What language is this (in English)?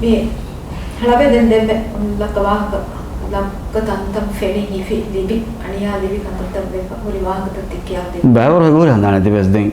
Divehi